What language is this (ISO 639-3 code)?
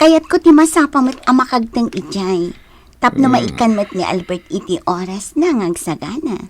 ilo